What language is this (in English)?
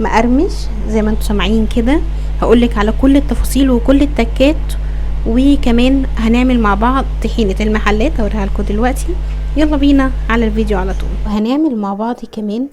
Egyptian Arabic